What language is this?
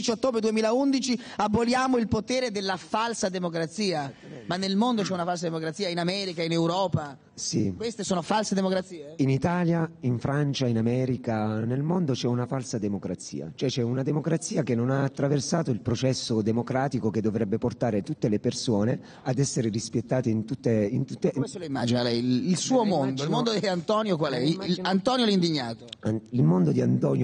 Italian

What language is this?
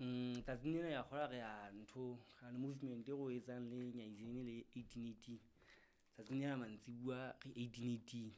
Southern Sotho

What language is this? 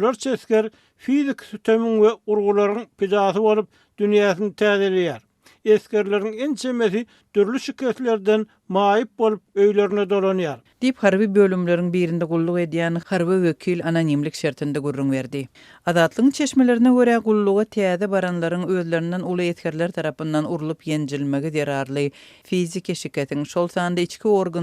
Turkmen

